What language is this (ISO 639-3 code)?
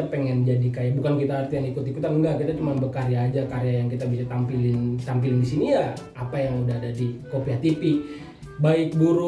bew